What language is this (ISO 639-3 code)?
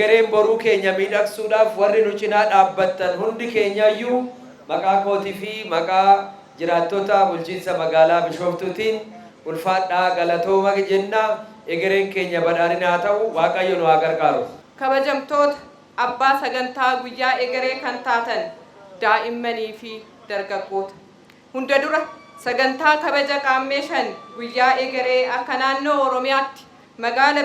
orm